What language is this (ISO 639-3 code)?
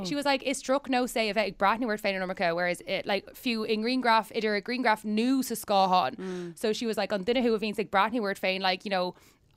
gle